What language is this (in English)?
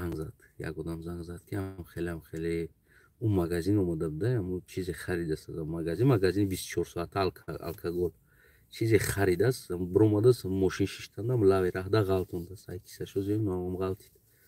Tajik